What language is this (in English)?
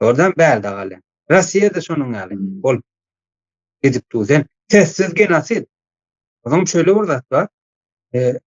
Turkmen